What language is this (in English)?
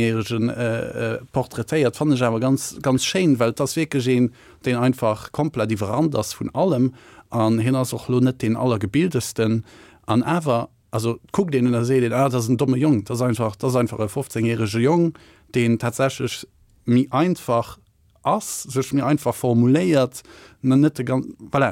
Luxembourgish